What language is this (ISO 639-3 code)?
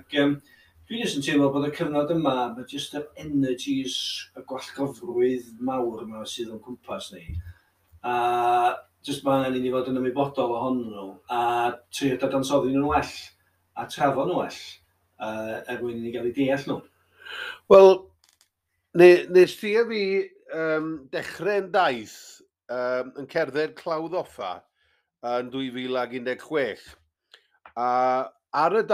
cym